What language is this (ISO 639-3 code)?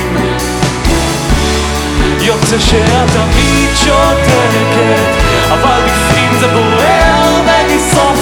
heb